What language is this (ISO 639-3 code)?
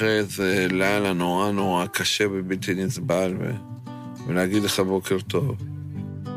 heb